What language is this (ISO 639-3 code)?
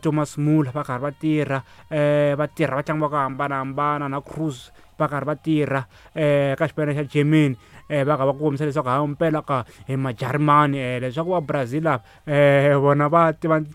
tso